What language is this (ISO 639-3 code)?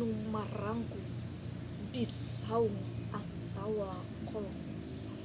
sun